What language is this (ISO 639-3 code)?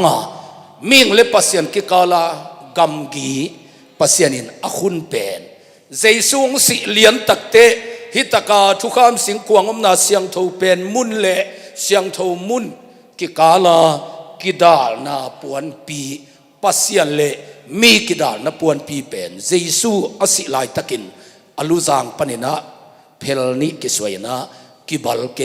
ctd